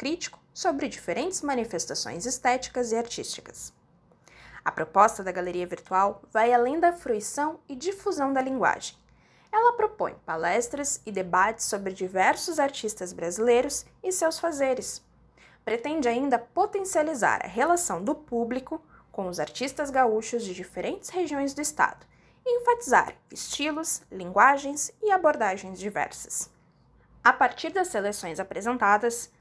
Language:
Portuguese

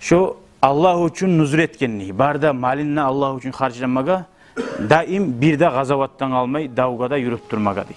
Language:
Kumyk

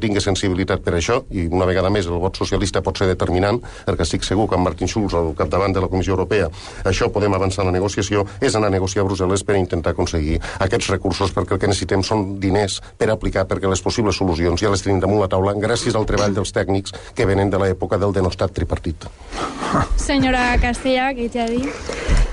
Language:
Catalan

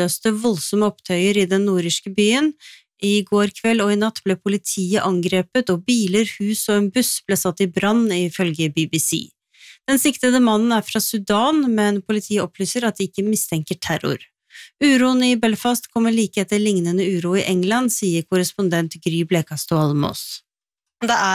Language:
Norwegian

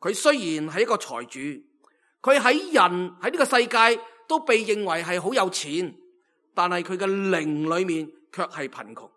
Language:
Cantonese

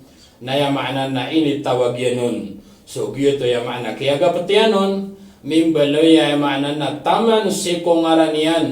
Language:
Maranao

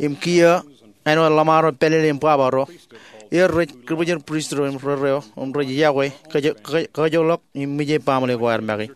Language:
Marshallese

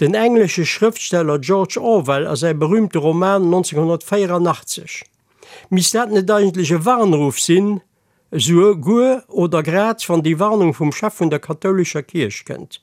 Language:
Luxembourgish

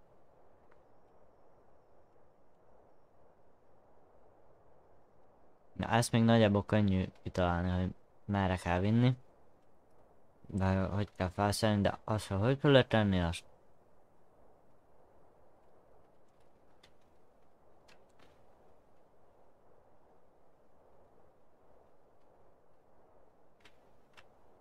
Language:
Hungarian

